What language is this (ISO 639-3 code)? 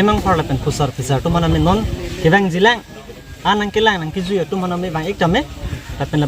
mjw